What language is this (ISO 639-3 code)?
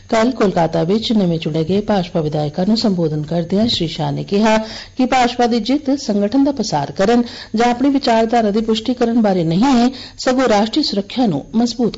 pan